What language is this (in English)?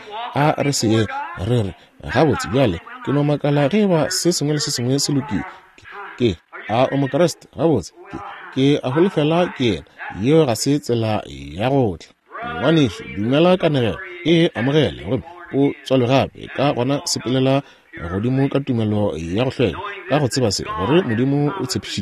Northern Sotho